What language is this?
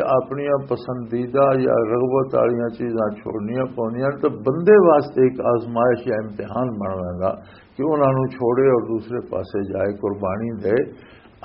Western Panjabi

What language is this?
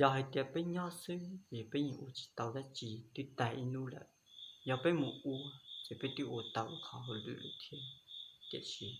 Hmong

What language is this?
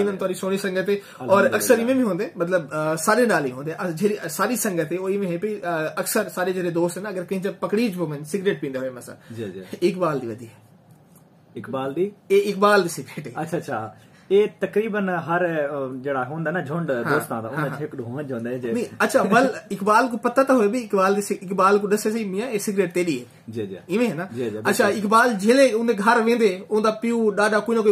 Saraiki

